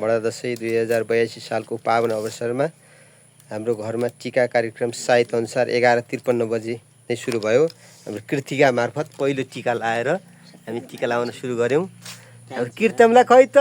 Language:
Nepali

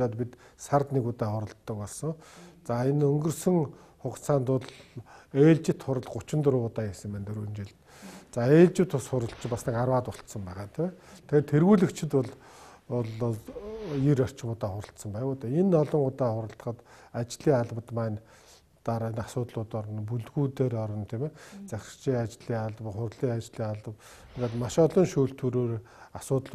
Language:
Mongolian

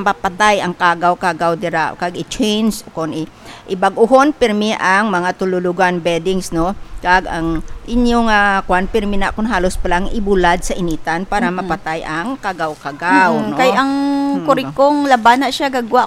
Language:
Hiligaynon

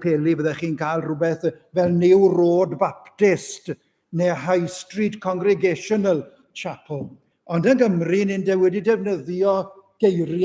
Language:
Welsh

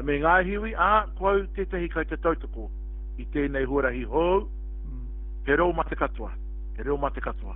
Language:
Māori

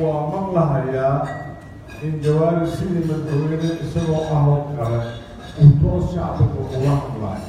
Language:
Somali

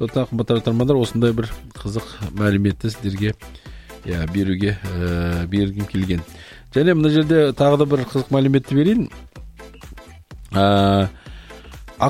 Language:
Kazakh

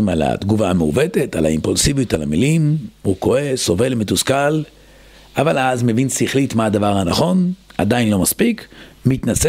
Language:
Hebrew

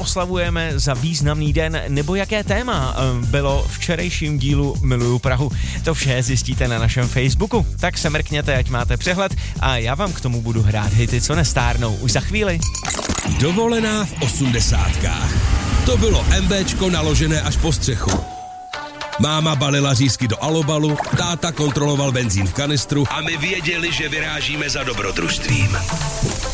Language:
Czech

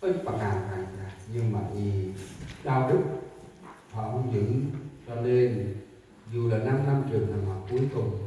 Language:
Central Mnong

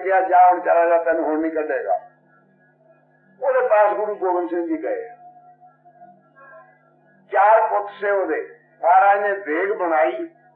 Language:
Punjabi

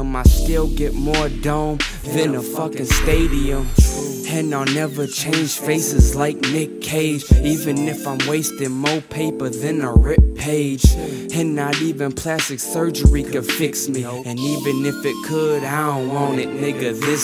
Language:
English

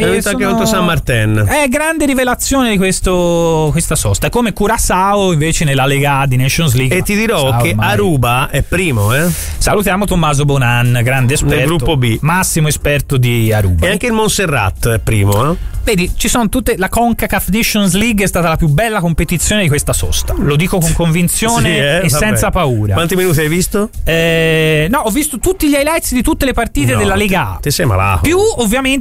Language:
Italian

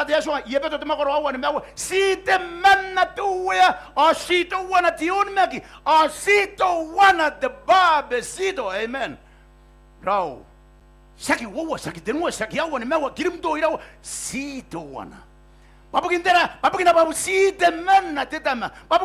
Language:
Gilbertese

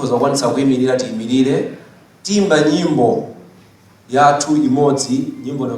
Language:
Nyanja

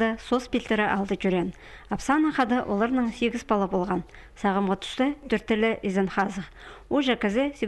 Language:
Khakas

